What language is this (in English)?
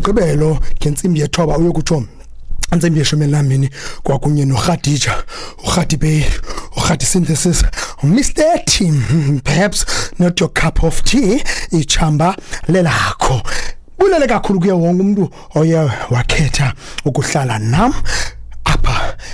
Xhosa